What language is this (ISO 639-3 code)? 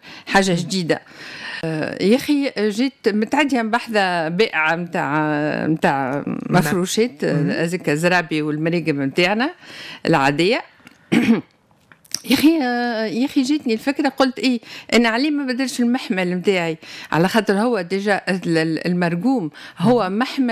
aeb